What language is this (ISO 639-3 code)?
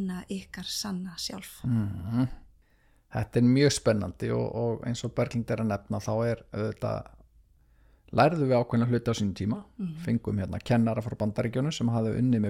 isl